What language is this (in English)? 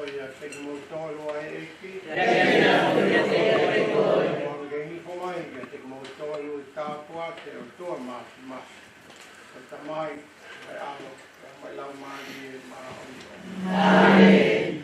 Tongan